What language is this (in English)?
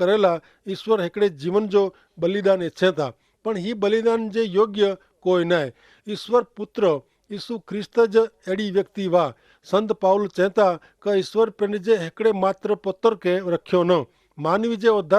Kachhi